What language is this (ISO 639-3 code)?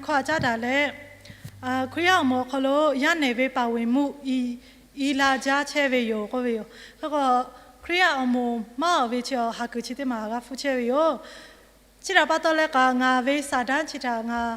lhu